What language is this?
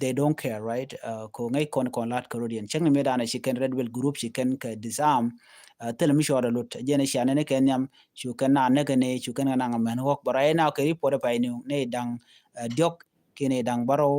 Nuer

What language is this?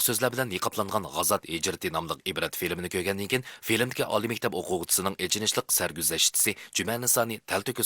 Uyghur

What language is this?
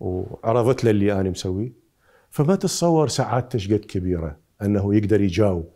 Mesopotamian Arabic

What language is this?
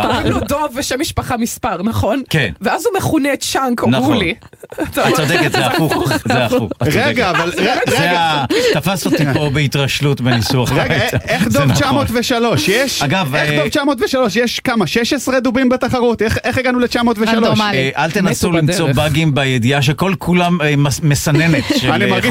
Hebrew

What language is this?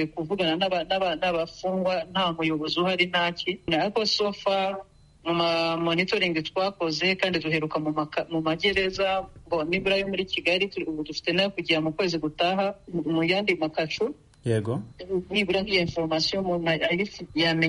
Kinyarwanda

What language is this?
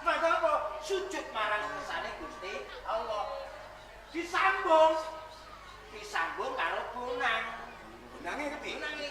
Javanese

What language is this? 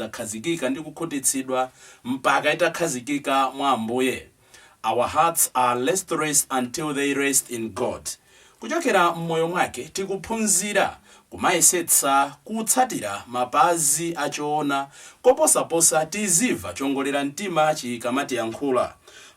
Nyanja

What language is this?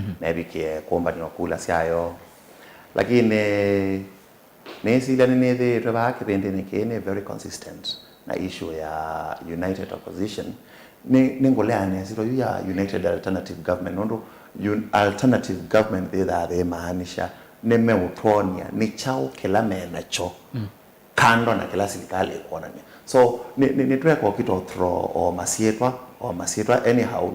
Kamba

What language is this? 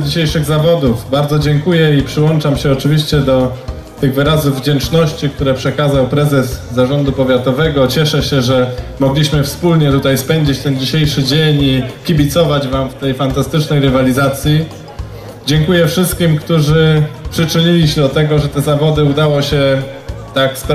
Polish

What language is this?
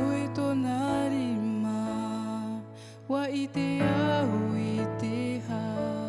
Tahitian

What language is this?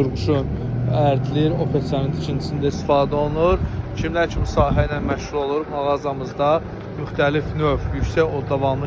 Azerbaijani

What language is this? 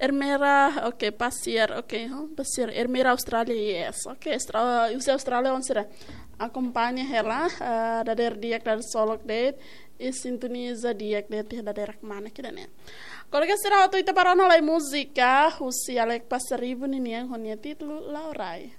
Tetum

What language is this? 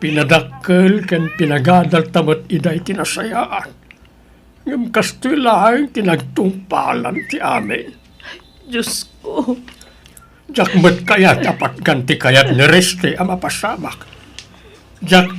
Iloko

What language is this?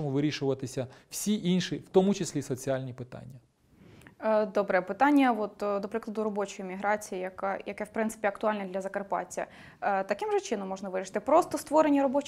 Ukrainian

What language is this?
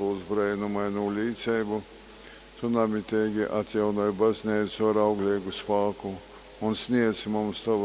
Latgalian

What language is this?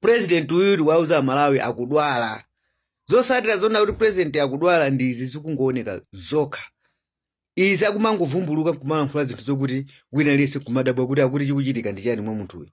Nyanja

